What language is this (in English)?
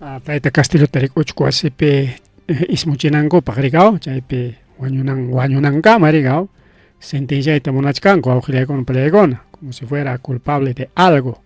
Ayacucho Quechua